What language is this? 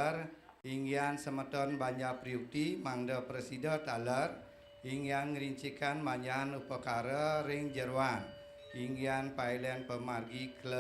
Balinese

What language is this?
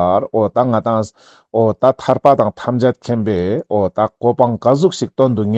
Ladakhi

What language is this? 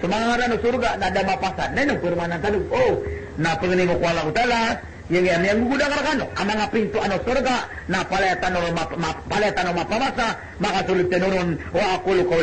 Maranao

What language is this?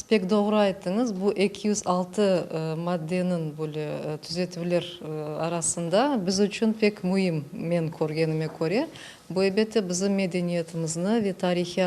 Crimean Tatar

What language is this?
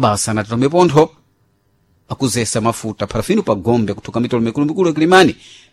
Sena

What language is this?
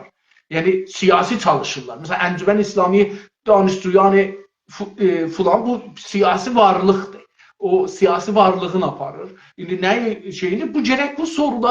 South Azerbaijani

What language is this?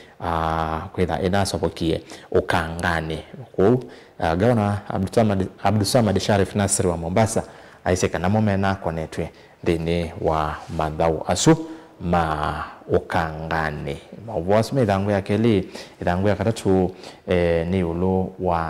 Kamba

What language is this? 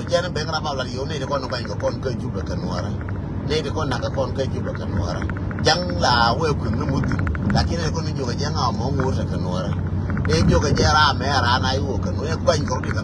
Nuer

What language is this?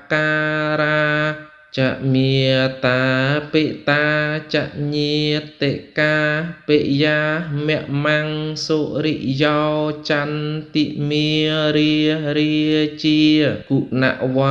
Khmer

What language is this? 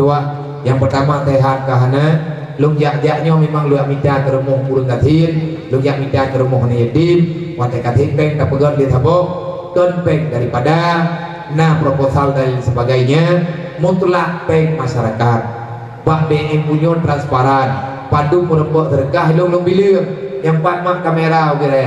Achinese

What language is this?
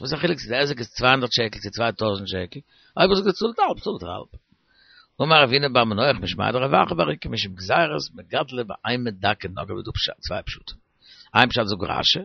Yiddish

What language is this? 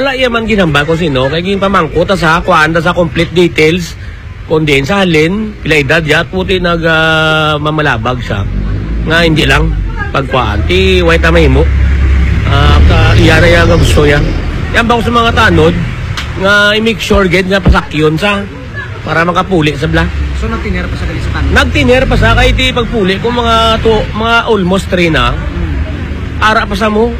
Hiligaynon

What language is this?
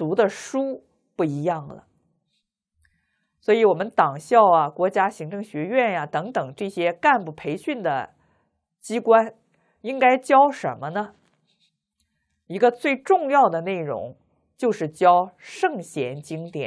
Chinese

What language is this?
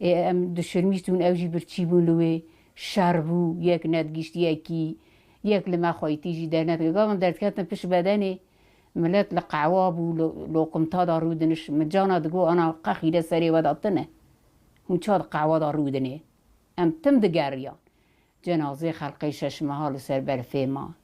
Kurdish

